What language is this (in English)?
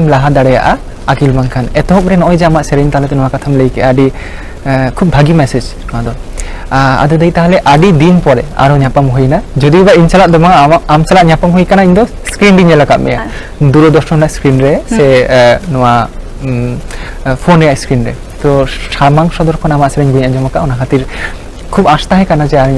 Santali